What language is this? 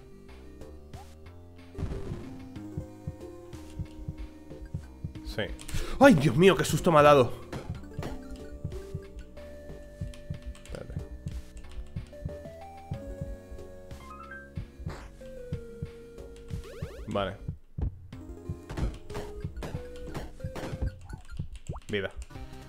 Spanish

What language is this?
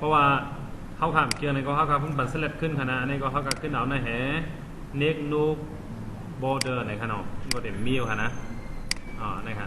Shan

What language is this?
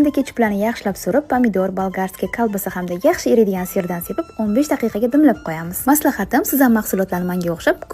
Uzbek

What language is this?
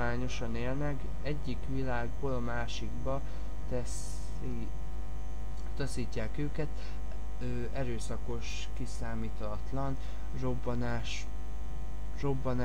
Hungarian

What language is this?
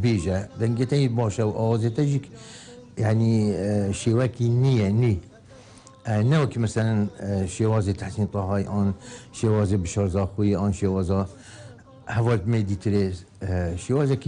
Kurdish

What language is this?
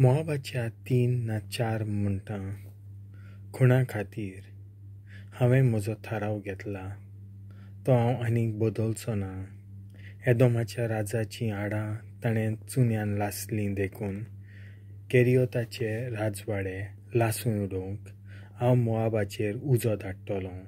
Konkani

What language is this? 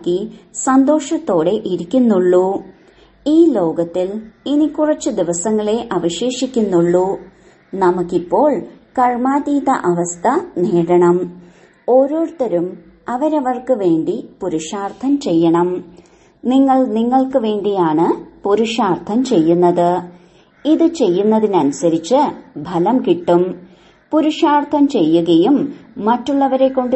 Malayalam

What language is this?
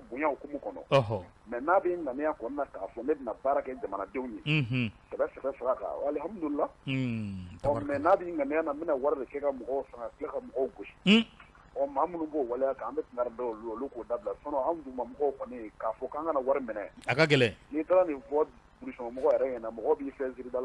Bambara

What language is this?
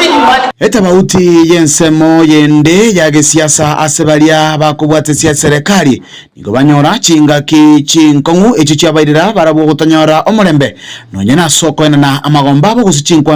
Gusii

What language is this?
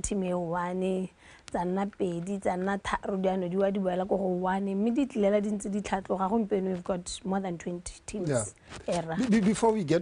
Tswana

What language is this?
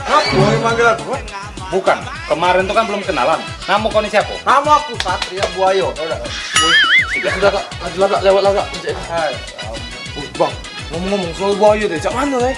Musi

